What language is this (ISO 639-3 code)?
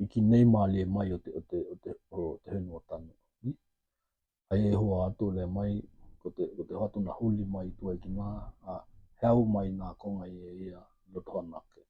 tkl